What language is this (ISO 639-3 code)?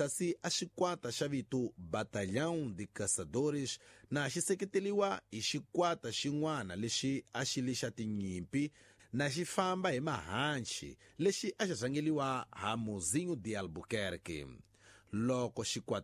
tso